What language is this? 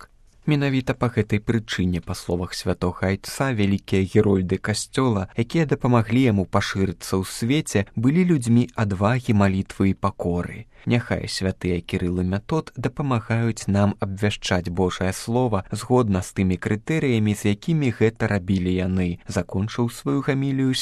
Belarusian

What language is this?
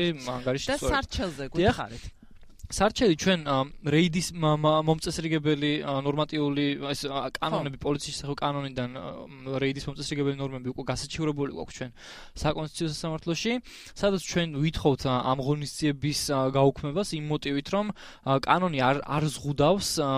Georgian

